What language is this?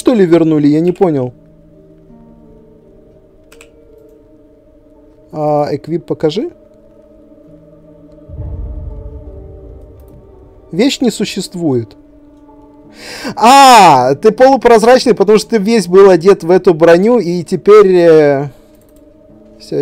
Russian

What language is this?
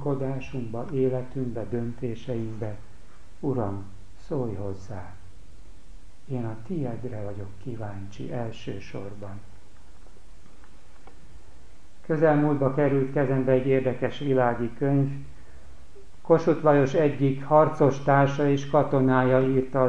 Hungarian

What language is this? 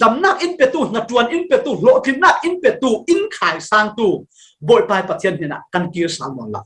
Falam Chin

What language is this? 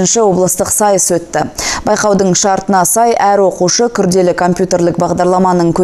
Kazakh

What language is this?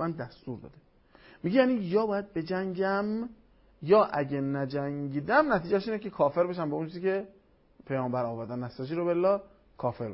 Persian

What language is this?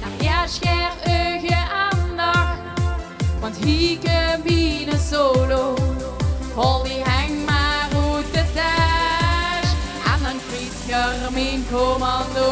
Limburgish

